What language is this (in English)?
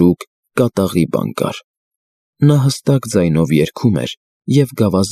Armenian